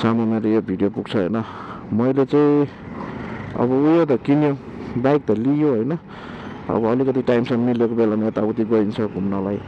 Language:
Nepali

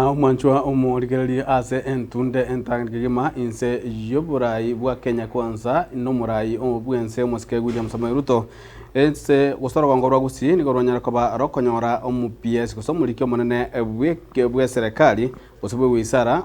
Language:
Gusii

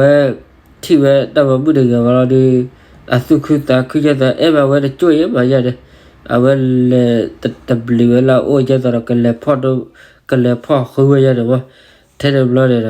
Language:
S'gaw Karen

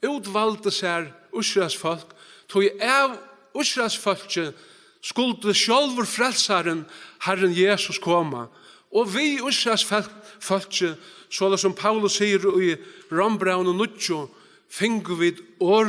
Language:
Faroese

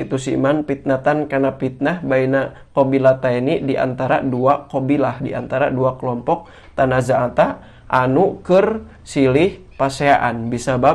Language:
Sundanese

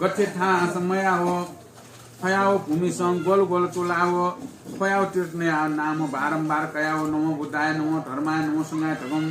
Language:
Newari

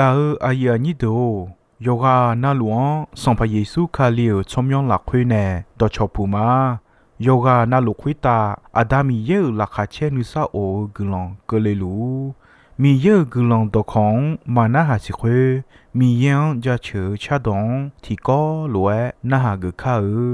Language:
Akha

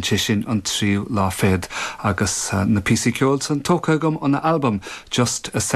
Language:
Irish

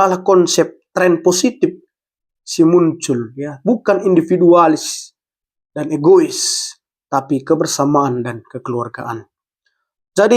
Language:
Batak Karo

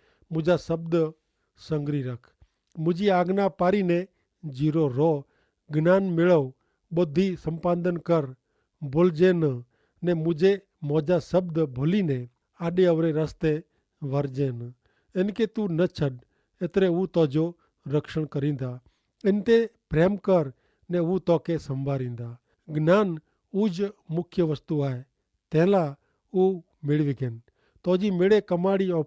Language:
Kachhi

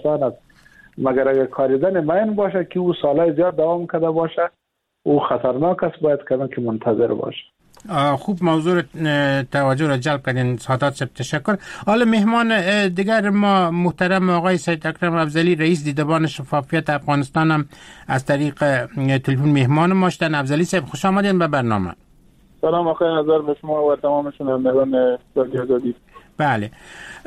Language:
Persian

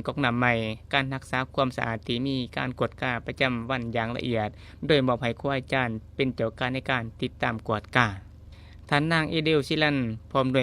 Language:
Lao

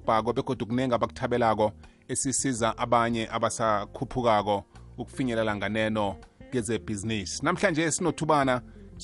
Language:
South Ndebele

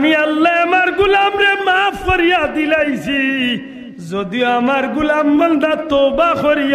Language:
Sylheti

